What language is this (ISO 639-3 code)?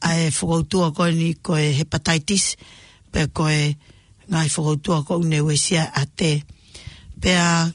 ton